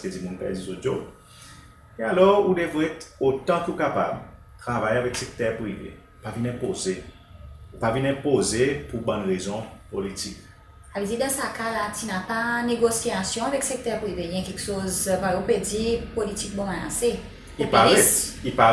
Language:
Seselwa Creole French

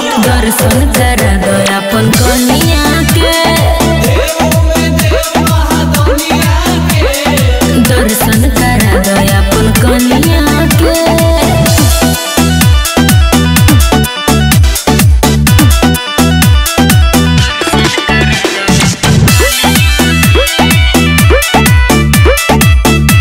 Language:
Bhojpuri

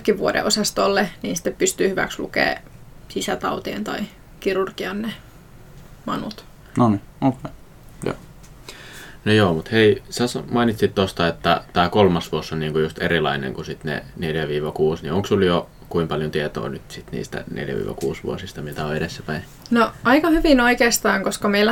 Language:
Finnish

